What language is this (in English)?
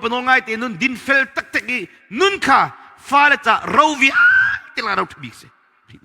Hakha Chin